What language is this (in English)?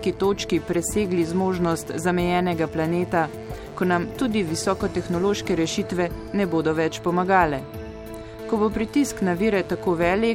Slovenian